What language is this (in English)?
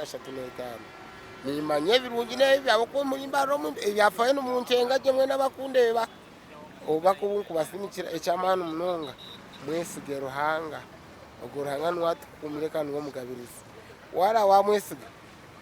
Nyankole